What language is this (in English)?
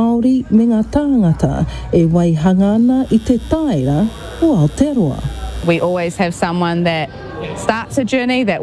Māori